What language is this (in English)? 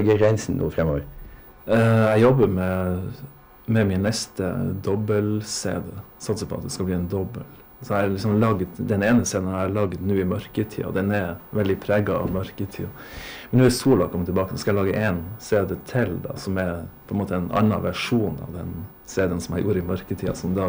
Norwegian